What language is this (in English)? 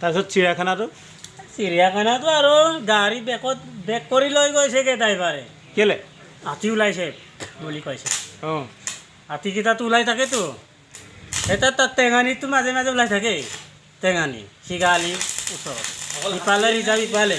Assamese